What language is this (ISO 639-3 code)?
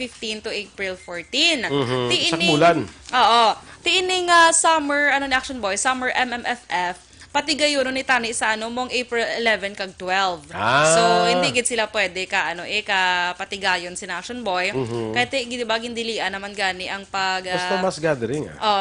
hil